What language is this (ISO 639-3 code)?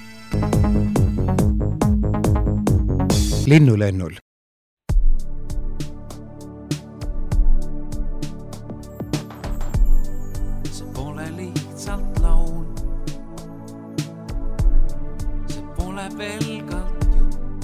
est